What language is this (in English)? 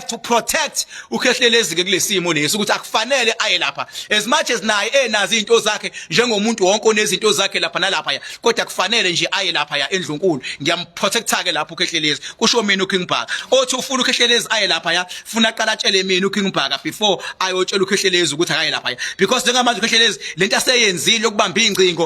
Zulu